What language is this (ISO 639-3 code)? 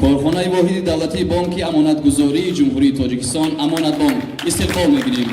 tgk